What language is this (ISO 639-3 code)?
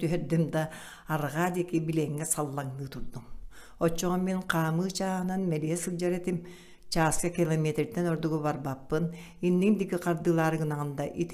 sah